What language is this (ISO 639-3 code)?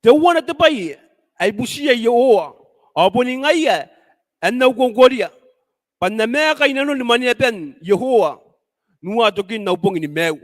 gil